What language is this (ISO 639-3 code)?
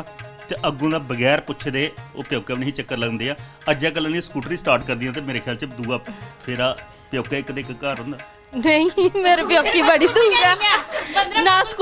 doi